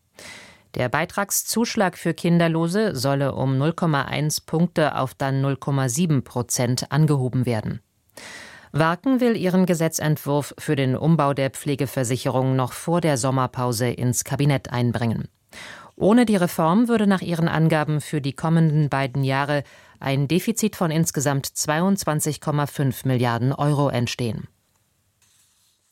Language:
German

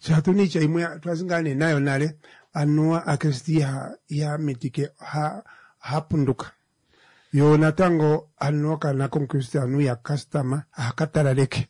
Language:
Kuanyama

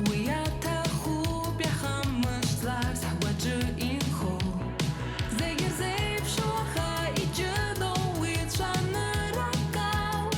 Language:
Abkhazian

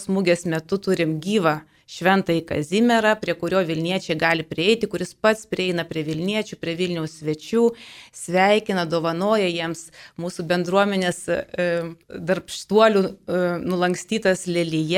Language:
Lithuanian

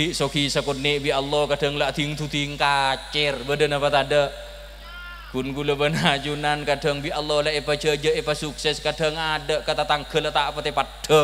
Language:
Madurese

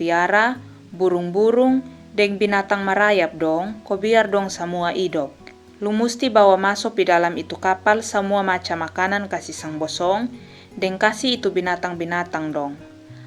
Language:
Kupang Malay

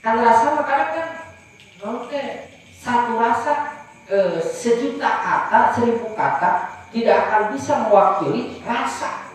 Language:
Sundanese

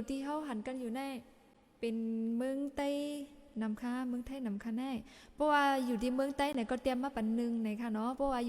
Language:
Shan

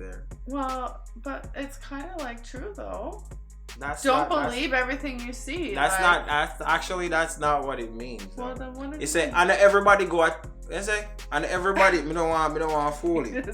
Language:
Jamaican Creole English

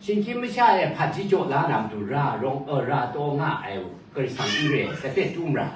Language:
Kachin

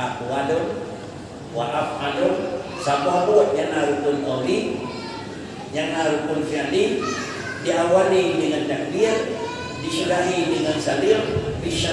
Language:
Achinese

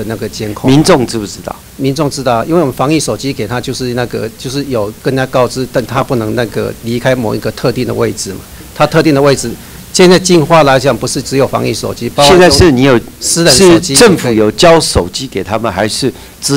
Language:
Chinese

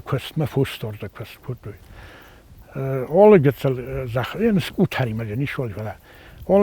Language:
Ossetic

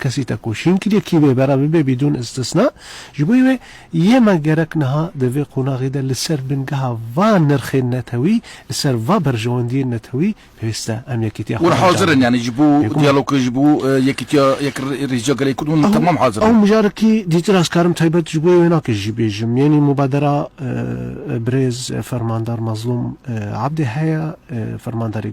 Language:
Kurdish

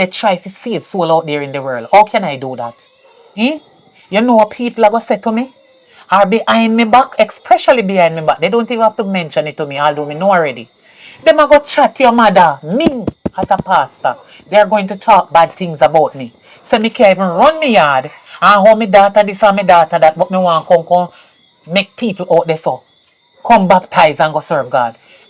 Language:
Jamaican Creole English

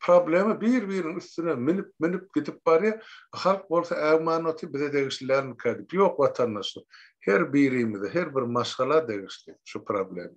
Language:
Turkmen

